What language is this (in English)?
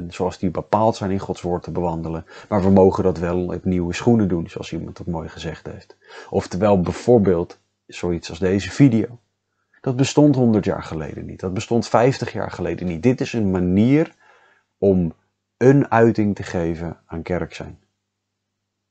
Dutch